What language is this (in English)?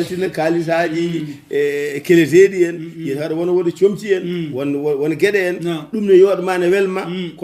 Fula